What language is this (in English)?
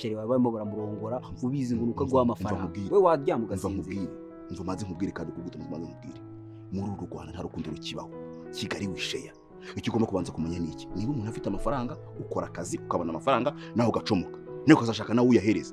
Kinyarwanda